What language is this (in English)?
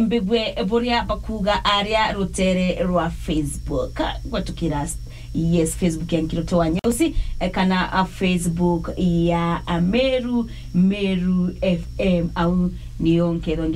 Meru